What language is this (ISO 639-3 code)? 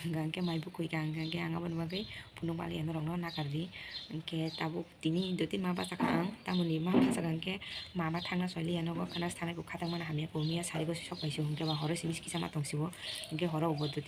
trp